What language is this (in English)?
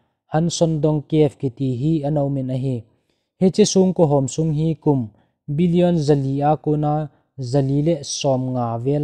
Thado Chin